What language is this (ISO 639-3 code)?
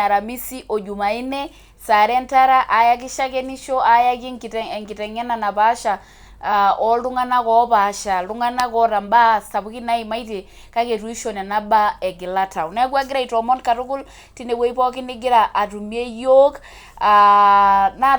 mas